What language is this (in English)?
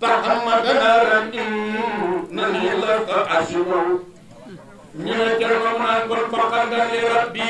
Fula